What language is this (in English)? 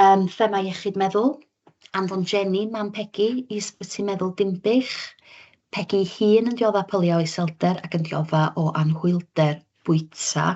Welsh